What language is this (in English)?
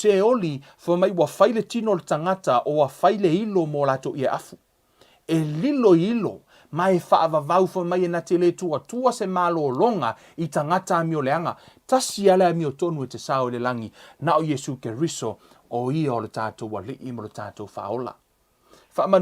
Samoan